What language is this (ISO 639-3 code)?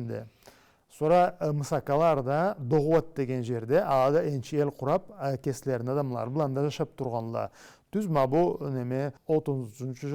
krc